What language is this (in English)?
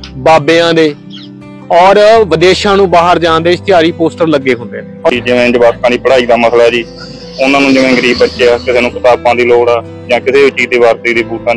Punjabi